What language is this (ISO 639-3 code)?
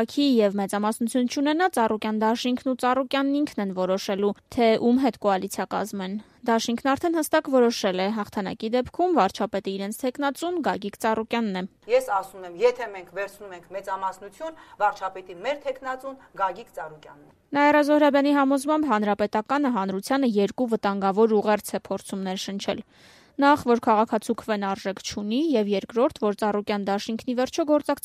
hye